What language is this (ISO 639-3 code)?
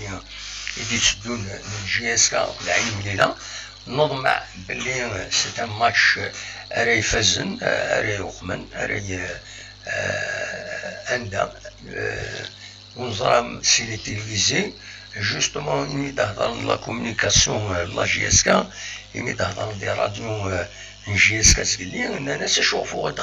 kab